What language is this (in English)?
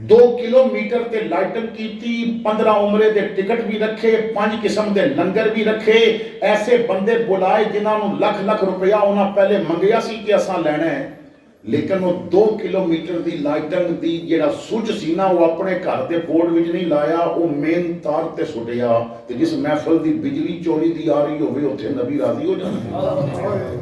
Western Panjabi